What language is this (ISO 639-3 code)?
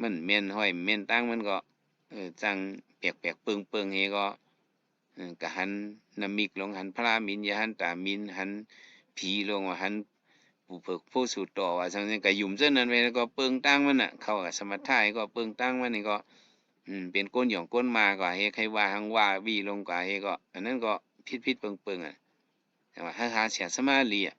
shn